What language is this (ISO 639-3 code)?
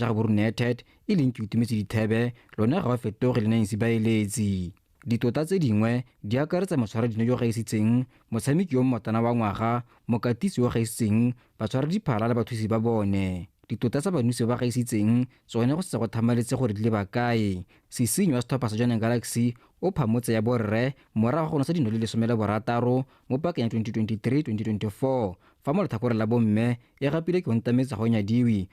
tsn